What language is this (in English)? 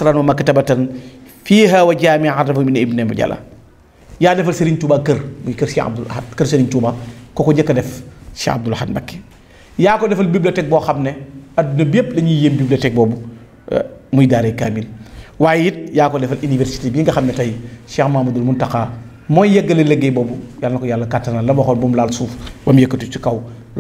Wolof